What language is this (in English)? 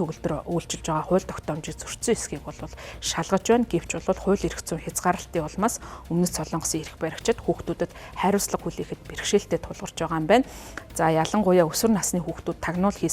Mongolian